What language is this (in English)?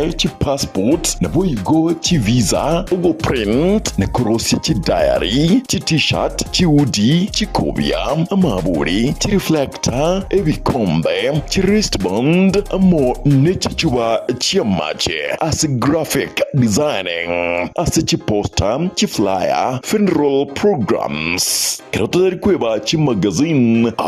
Gusii